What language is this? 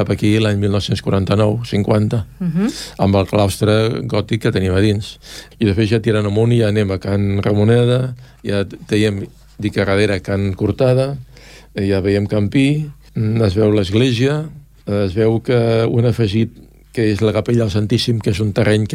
Catalan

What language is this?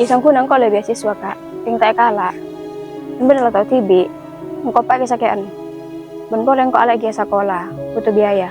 Madurese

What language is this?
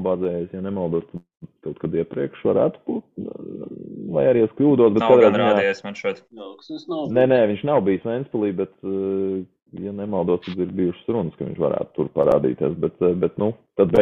Latvian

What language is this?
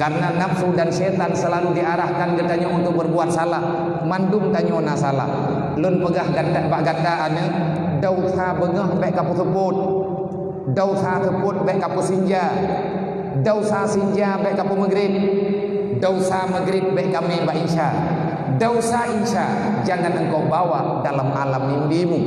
Achinese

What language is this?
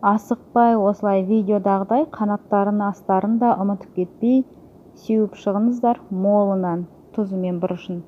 Kazakh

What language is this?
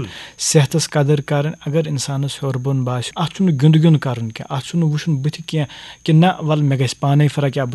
Kashmiri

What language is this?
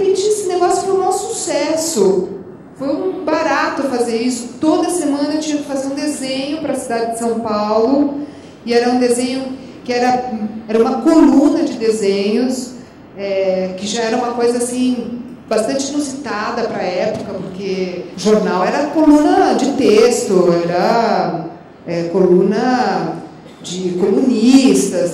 Portuguese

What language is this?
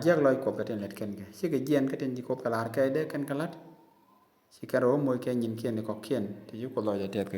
Nuer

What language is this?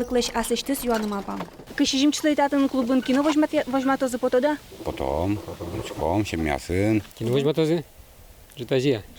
Udmurt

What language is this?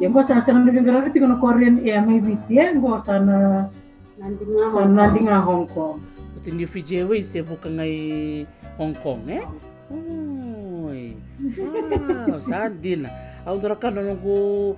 Fijian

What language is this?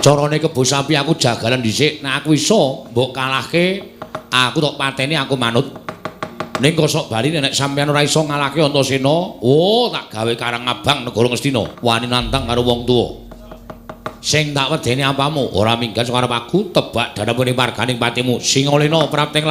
Javanese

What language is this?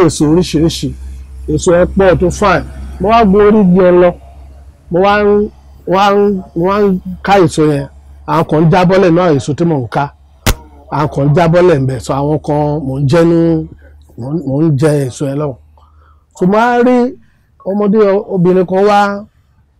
Yoruba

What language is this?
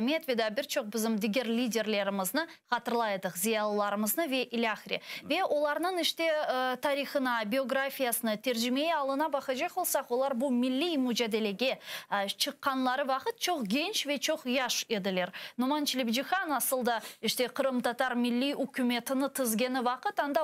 Crimean Tatar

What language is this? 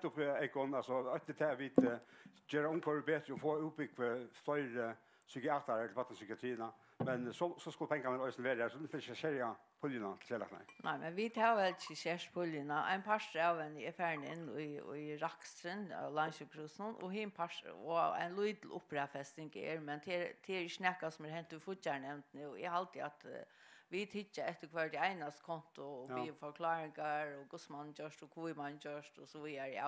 Faroese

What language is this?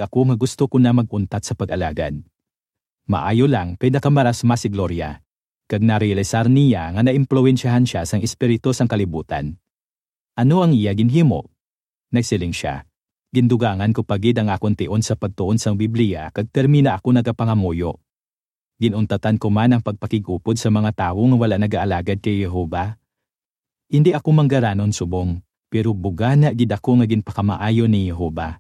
Hiligaynon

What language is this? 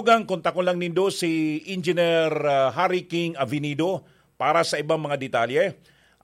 Bikol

